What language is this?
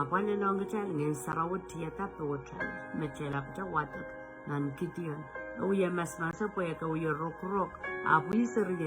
Pohnpeian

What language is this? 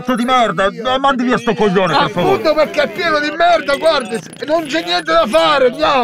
Italian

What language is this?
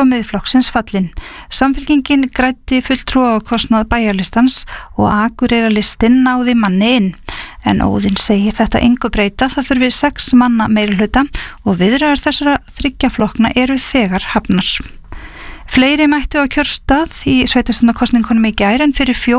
Icelandic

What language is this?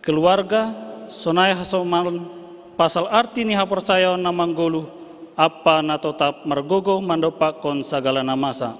Batak Simalungun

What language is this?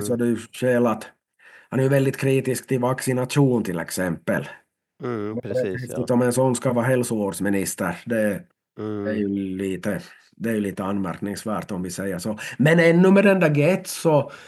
Swedish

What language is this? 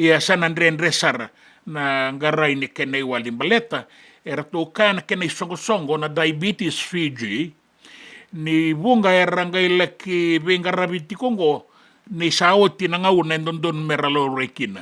Fijian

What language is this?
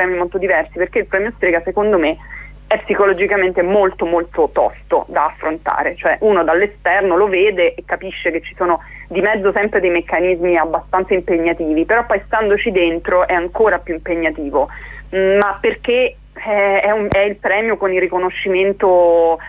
Italian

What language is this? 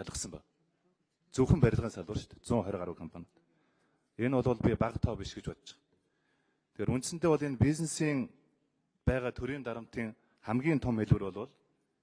Mongolian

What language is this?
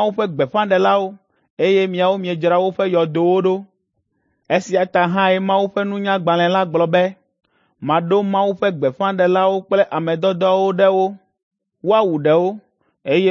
Ewe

